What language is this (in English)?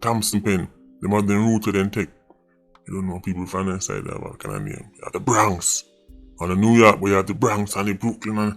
Jamaican Creole English